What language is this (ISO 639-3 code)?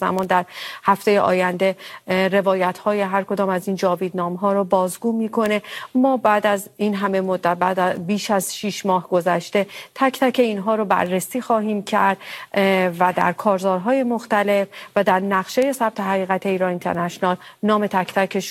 fas